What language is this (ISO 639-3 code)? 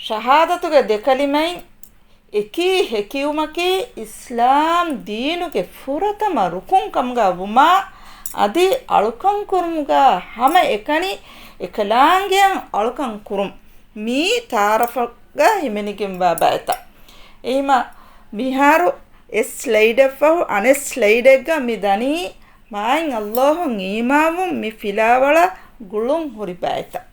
div